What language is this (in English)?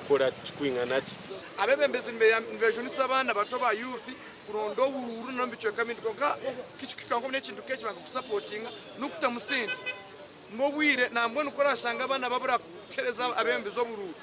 Nyankole